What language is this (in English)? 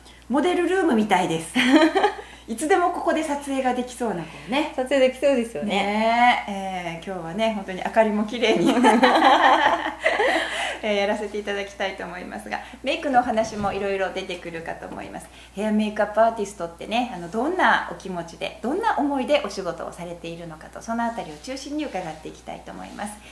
Japanese